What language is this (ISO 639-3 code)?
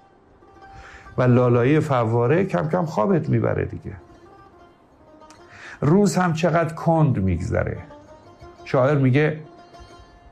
fas